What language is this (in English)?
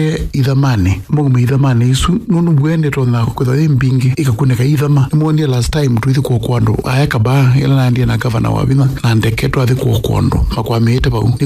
Kamba